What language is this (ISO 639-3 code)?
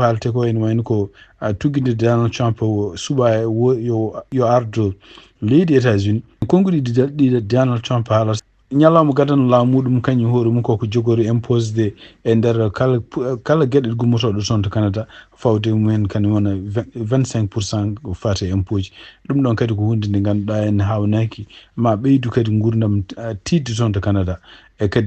ful